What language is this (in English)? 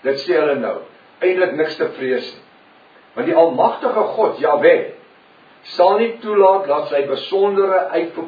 Afrikaans